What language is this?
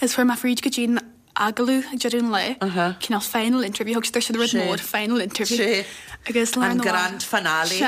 Irish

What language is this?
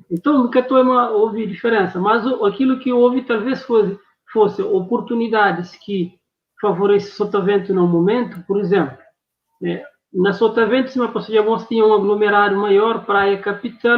Kabuverdianu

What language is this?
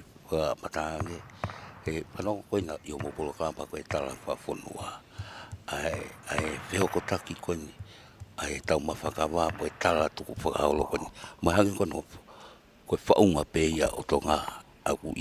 Tongan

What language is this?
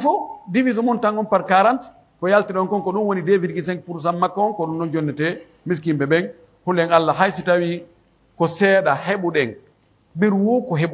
Pular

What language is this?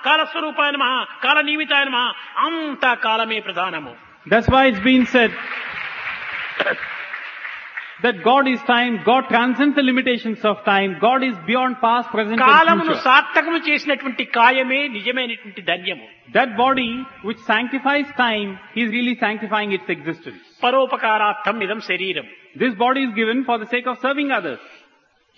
Telugu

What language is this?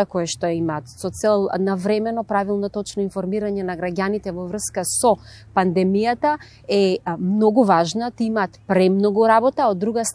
Macedonian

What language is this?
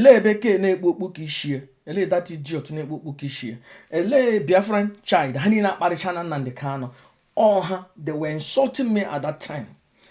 Igbo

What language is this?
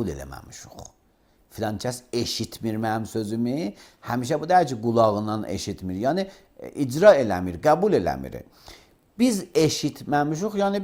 Azerbaijani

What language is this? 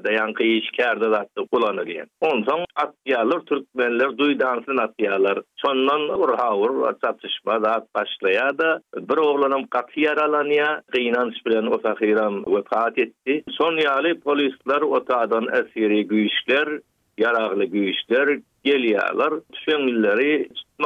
Turkmen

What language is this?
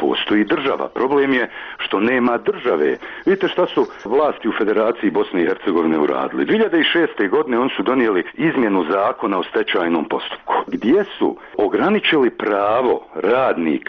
Bosnian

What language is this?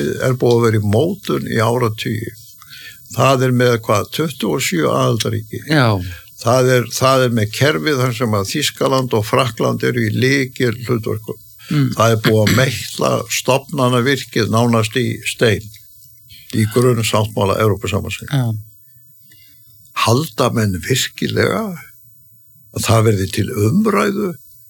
Icelandic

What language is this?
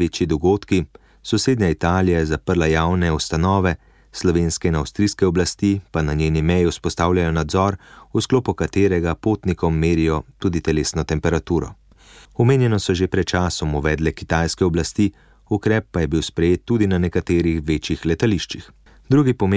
Slovenian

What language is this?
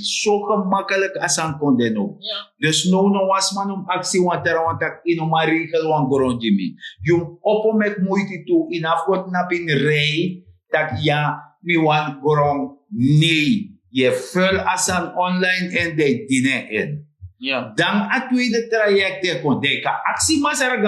Sranan Tongo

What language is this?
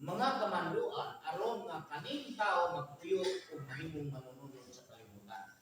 Cebuano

